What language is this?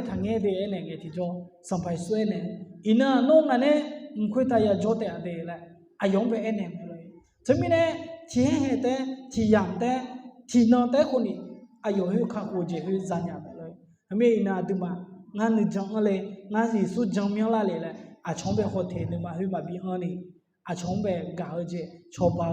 Akha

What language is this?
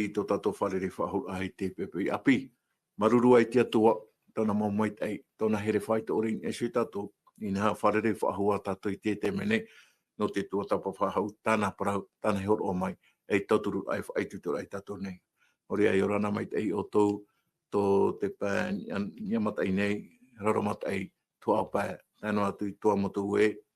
Tahitian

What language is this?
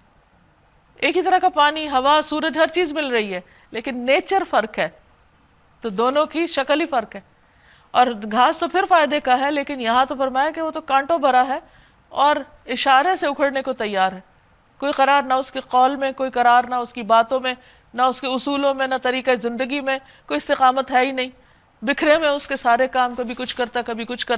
Urdu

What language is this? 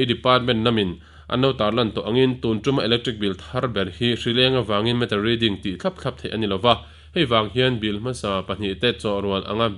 Mizo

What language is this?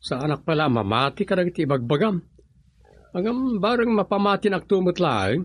Iloko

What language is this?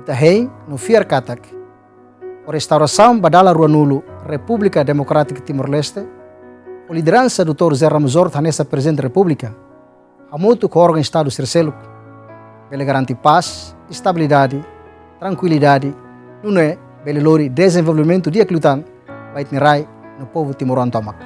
Tetum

